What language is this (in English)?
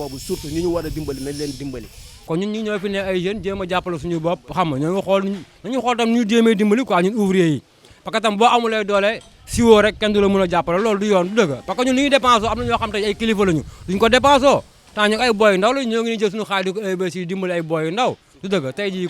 Wolof